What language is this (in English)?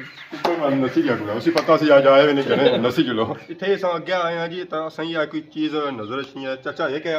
Pahari-Potwari